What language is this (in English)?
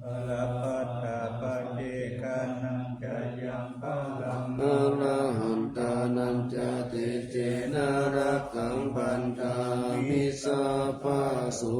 Pali